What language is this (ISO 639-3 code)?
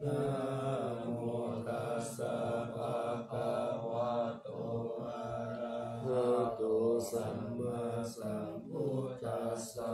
pli